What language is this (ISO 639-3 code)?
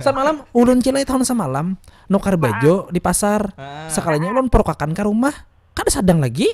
bjn